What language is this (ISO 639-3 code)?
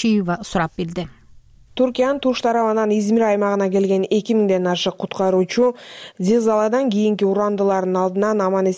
kir